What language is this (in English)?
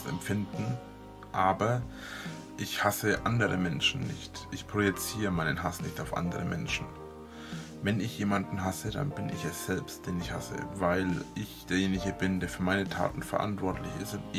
German